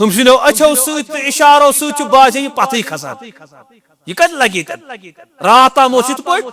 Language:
Kashmiri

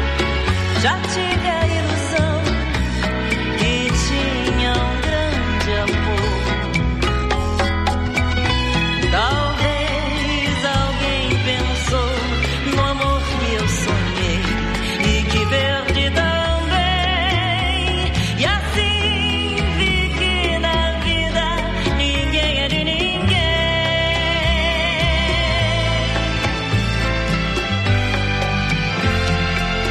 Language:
Portuguese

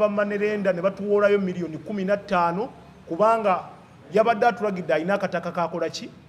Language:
Ganda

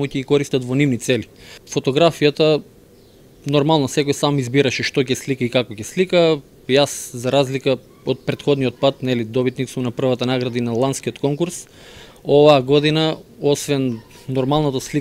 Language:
Macedonian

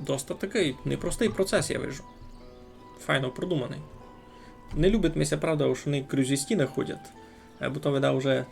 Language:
Rusyn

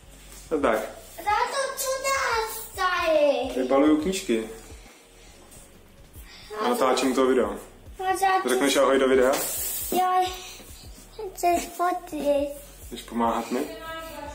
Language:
Czech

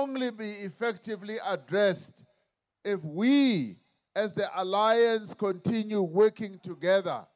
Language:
English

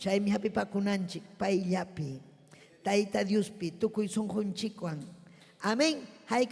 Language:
Ayacucho Quechua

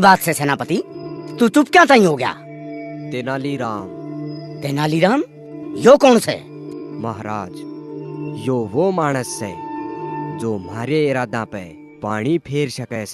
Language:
Haryanvi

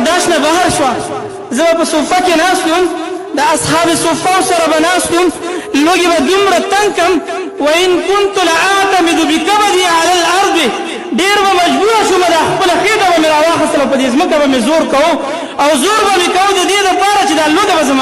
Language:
Pashto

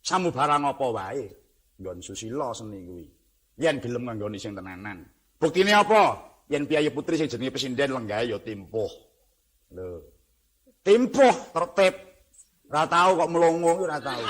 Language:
Javanese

